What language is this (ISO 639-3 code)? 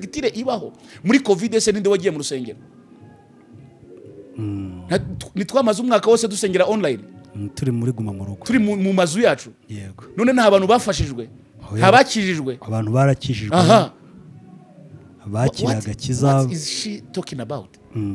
kin